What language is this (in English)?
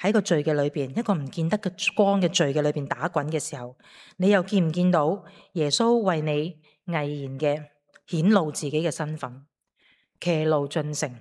Cantonese